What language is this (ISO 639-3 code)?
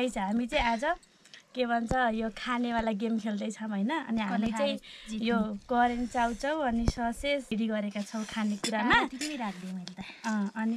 nep